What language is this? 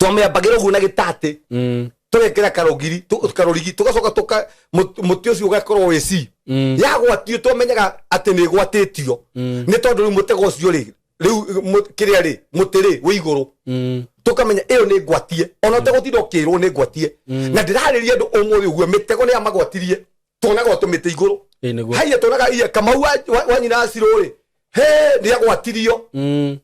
Kikuyu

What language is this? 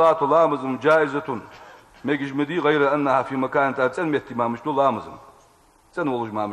Ingush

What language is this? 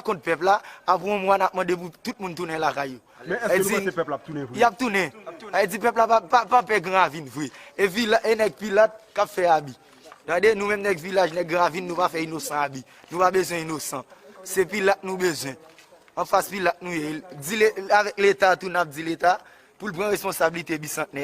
Haitian Creole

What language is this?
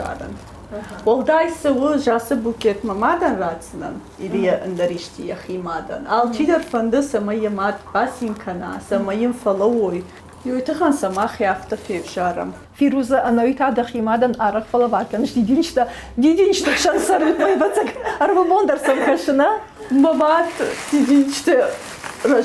Ossetic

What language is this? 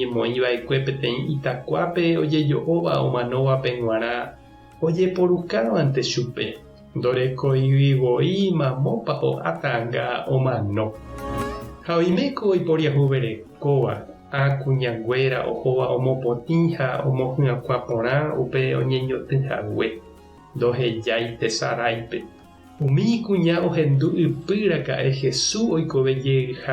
Guarani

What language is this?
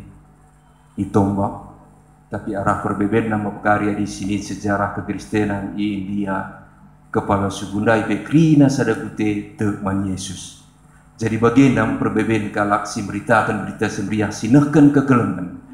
Batak Karo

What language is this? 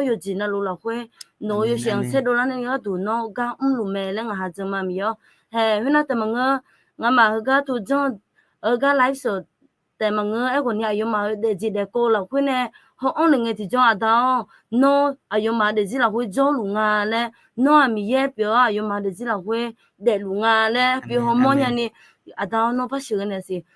Akha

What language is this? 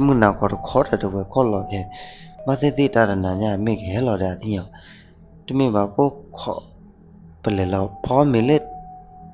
S'gaw Karen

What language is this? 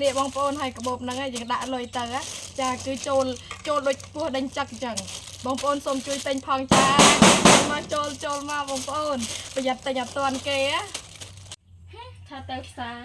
Khmer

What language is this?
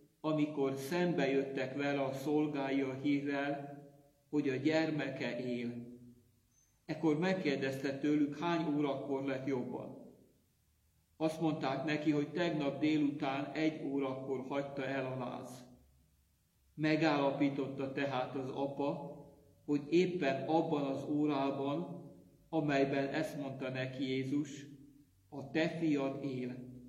Hungarian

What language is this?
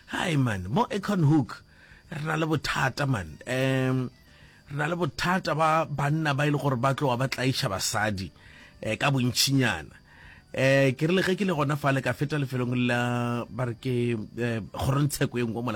Northern Sotho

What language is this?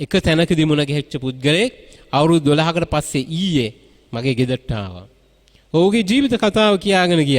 Sinhala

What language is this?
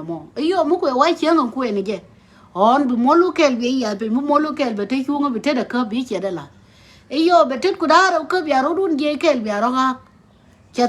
Nuer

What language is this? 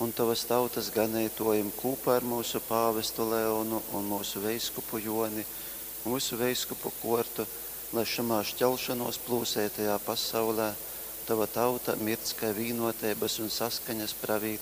Latgalian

